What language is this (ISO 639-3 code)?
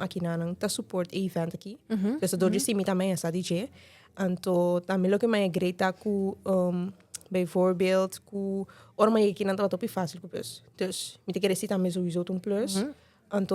pap